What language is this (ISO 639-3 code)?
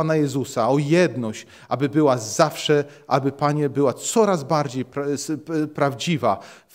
pol